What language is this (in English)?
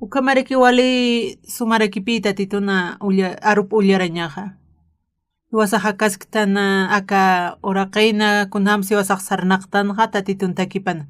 Aymara